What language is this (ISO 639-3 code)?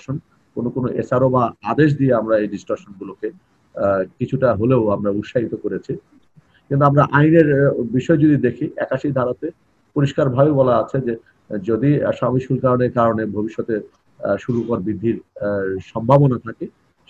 ben